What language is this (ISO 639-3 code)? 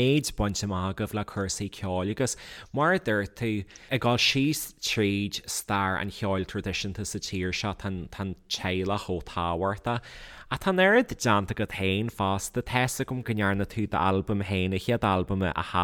gle